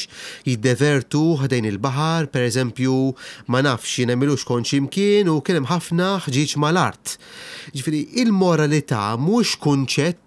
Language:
Maltese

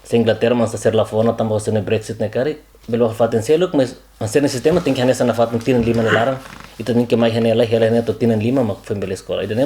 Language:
Tetum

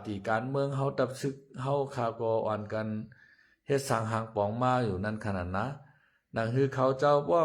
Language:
Shan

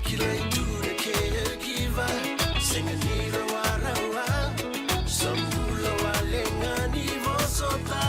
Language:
Fijian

